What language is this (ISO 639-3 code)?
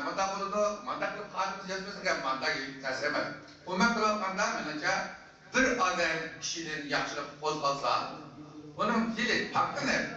uig